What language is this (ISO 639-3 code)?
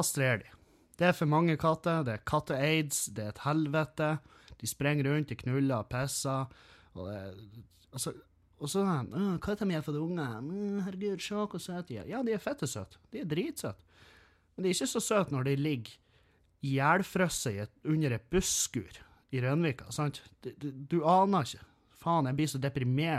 nor